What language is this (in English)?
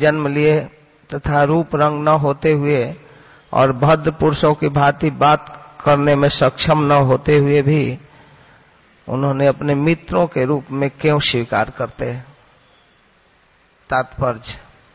Hindi